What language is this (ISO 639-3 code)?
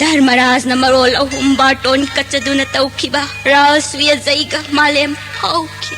mni